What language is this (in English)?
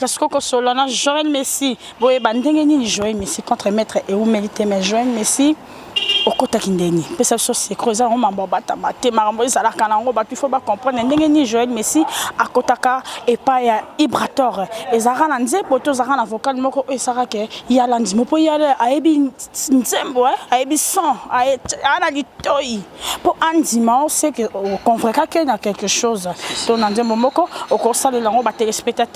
Lingala